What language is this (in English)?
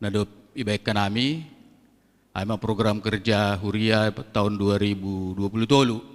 Batak Simalungun